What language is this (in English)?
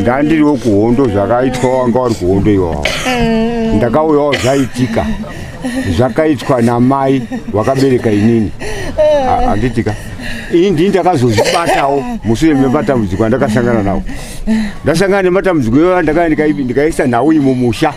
Shona